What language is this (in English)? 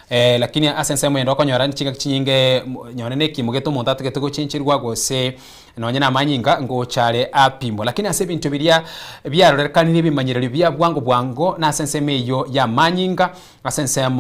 Gusii